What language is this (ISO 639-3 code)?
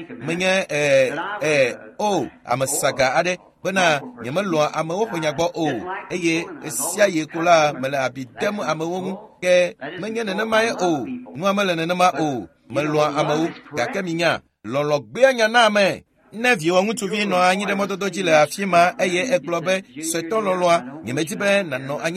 ewe